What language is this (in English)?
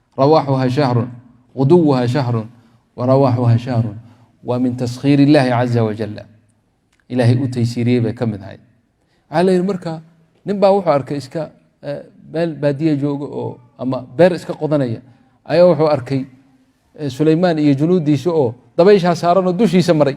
Somali